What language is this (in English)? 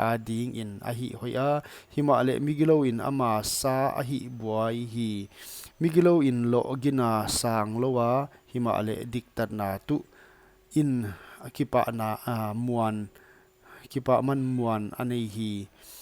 Paite Chin